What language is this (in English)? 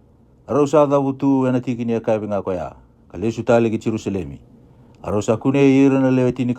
Fijian